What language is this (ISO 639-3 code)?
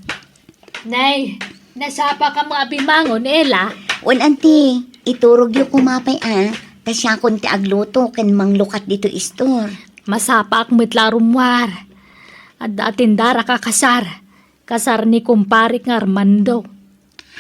ilo